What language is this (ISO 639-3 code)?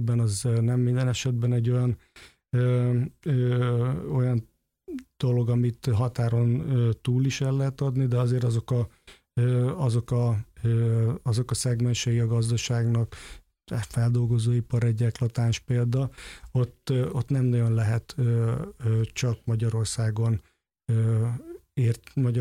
hun